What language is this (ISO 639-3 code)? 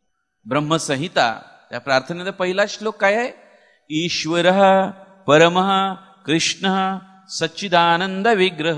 mar